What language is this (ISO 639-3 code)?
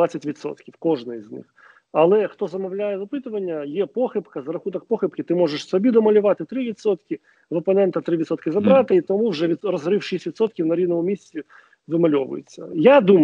ukr